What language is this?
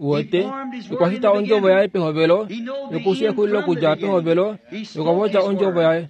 Kuanyama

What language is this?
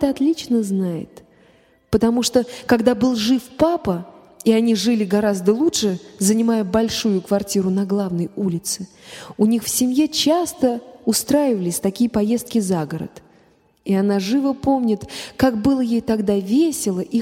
Russian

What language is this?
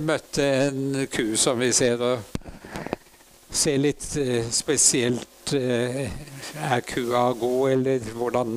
Norwegian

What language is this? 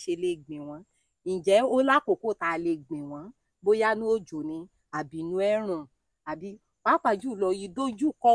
Yoruba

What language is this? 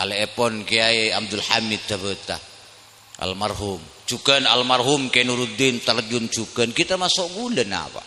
Madurese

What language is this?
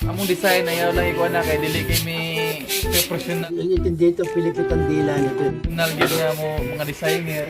Cebuano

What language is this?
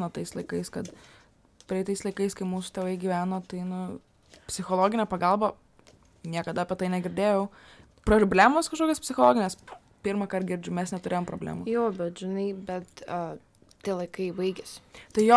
Lithuanian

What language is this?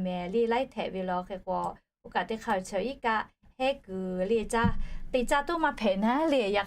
Lahu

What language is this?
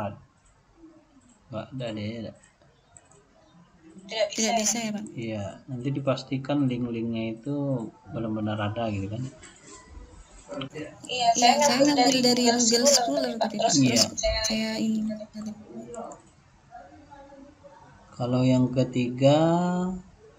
Indonesian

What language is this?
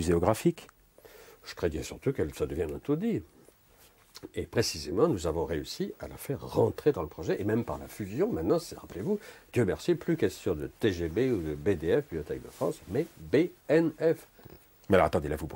French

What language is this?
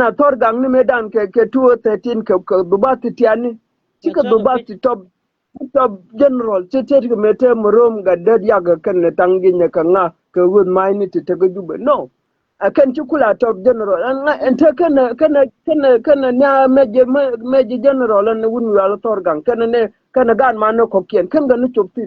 Nuer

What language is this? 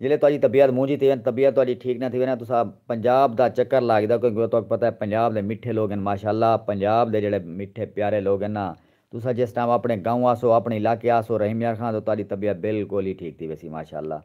Saraiki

